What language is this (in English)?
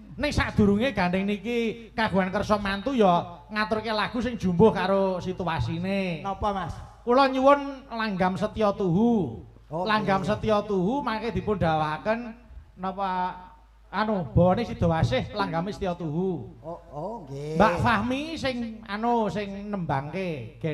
Javanese